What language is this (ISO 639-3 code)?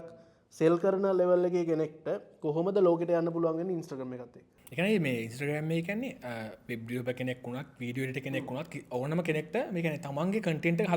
sin